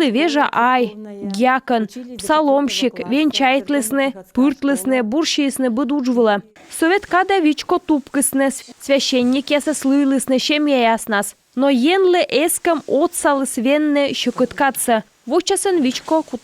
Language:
Komi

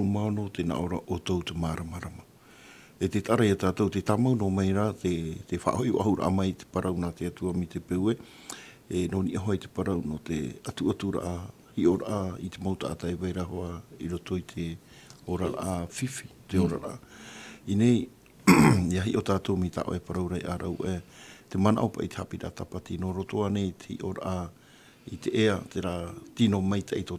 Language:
Tahitian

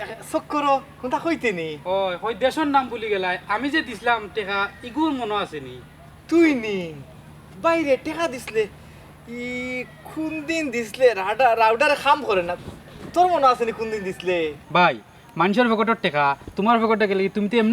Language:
Sylheti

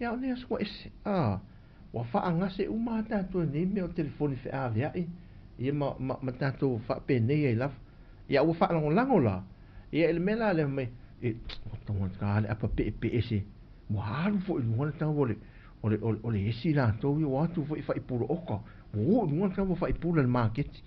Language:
Samoan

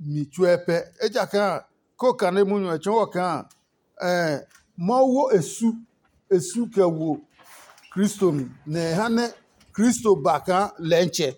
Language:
Adangme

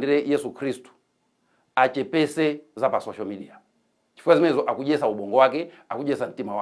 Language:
Nyanja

